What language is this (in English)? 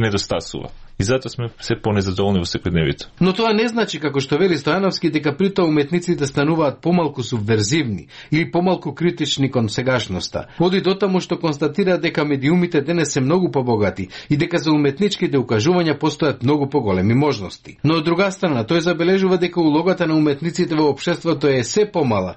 Macedonian